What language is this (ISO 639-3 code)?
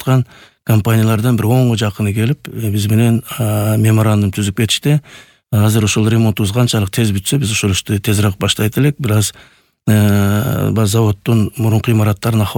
kir